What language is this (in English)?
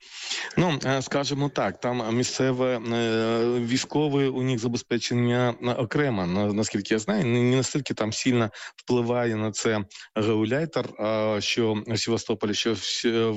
Ukrainian